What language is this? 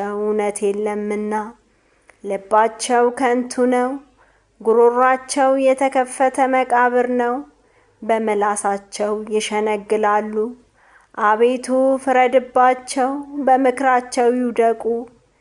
Amharic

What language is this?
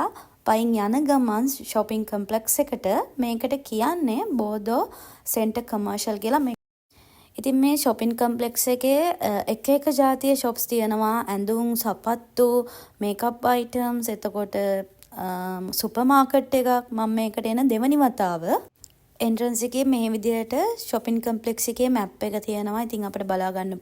Sinhala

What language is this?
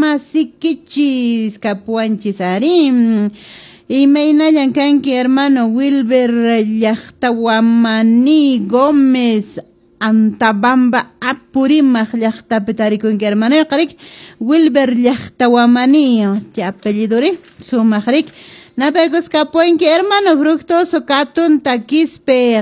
Quechua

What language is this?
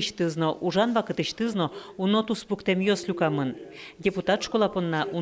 Udmurt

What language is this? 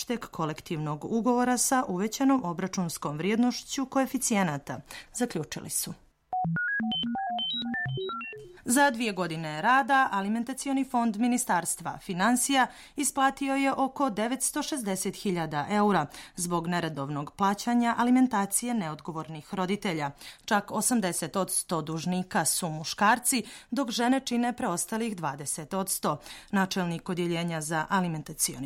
Bosnian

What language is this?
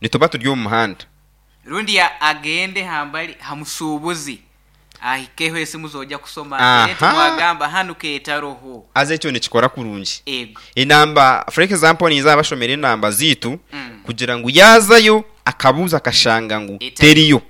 Nyankole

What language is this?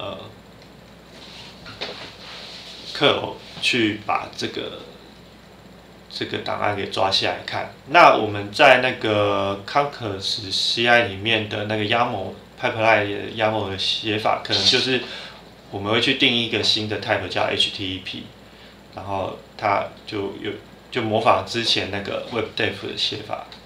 Chinese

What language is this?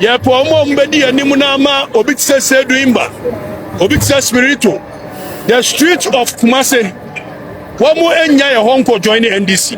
Akan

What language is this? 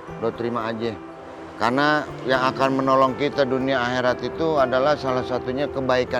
Betawi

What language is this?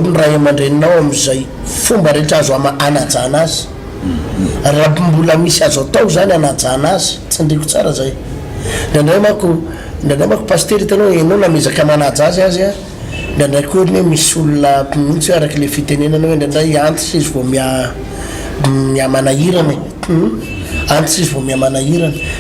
Malagasy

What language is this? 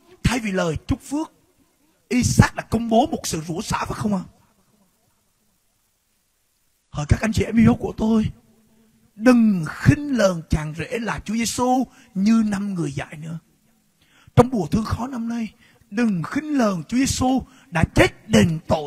Vietnamese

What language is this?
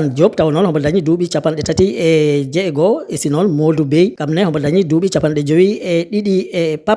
Fula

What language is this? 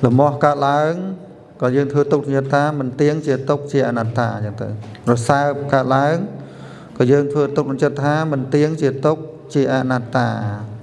Khmer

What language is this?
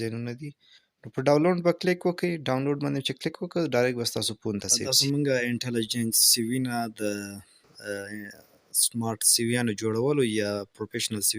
Pashto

